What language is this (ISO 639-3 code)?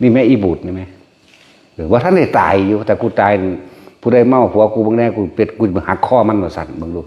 tts